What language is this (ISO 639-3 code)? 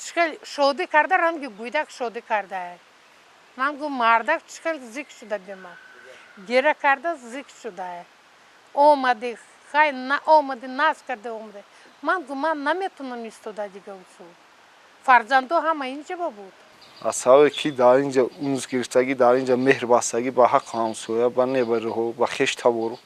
tgk